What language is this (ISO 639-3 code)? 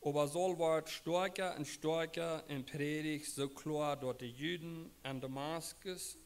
pdt